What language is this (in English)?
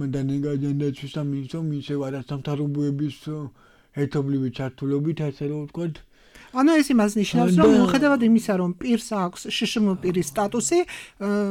Georgian